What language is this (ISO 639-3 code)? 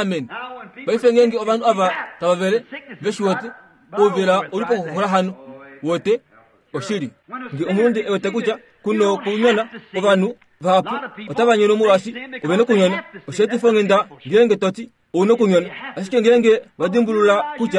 kua